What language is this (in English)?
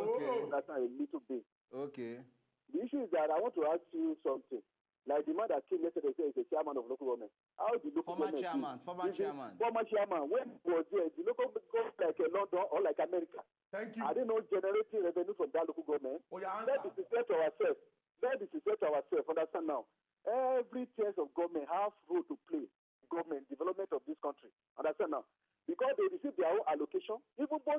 Nigerian Pidgin